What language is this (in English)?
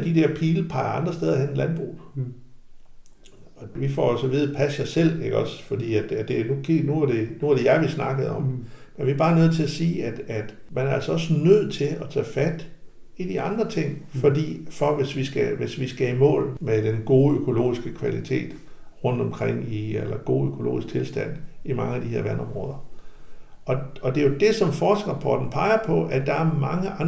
Danish